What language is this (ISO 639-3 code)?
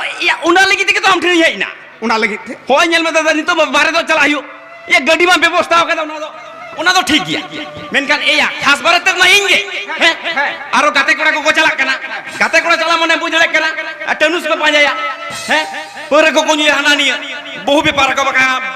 sat